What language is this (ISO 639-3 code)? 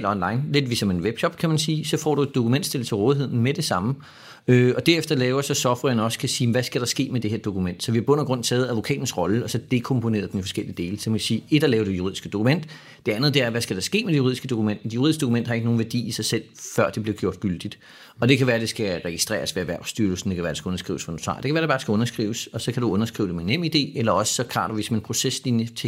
dan